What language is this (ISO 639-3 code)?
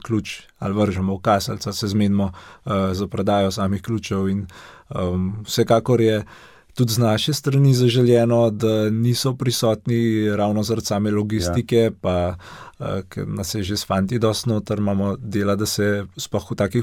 slv